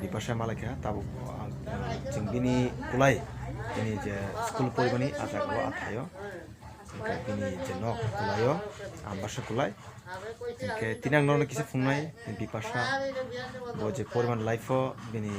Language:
Kok Borok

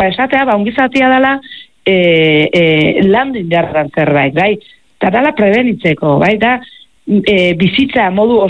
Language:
Basque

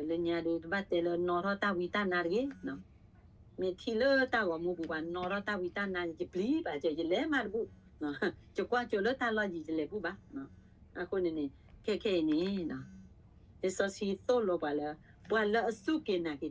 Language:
S'gaw Karen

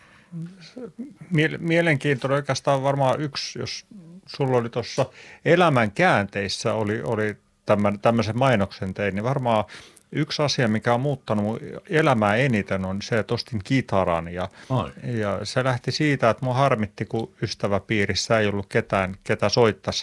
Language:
Finnish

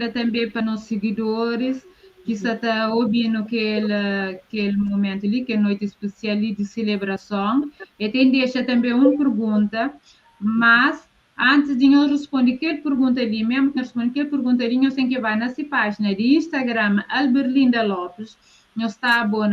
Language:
Kabuverdianu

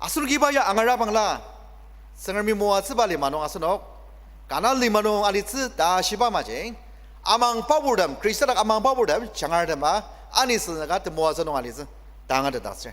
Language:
Ao Naga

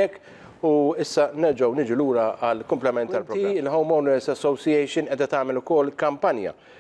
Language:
Maltese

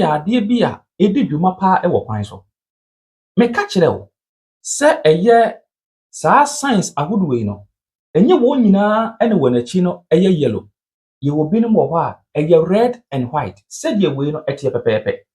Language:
Akan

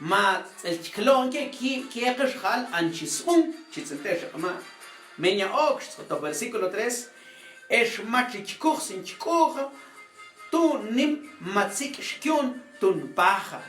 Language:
Mam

